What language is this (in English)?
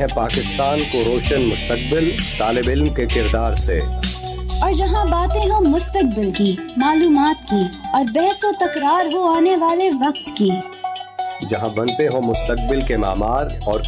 Urdu